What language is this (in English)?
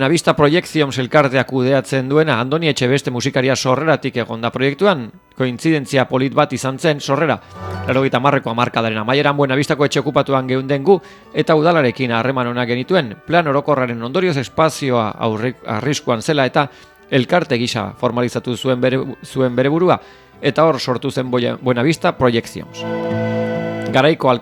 Basque